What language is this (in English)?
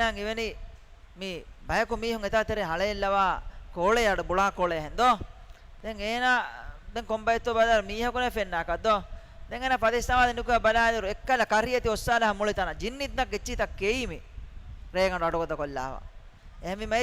Divehi